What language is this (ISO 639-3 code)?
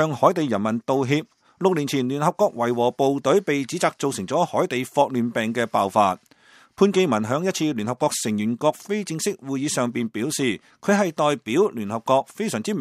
yue